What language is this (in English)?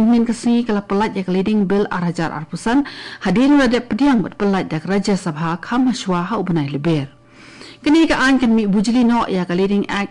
Khasi